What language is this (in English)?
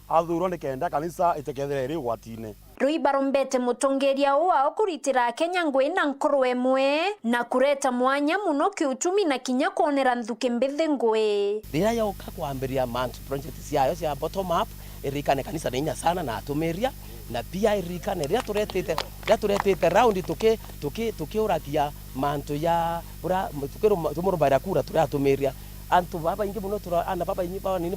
Meru